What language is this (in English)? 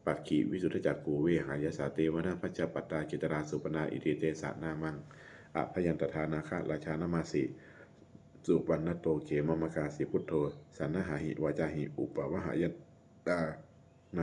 Pali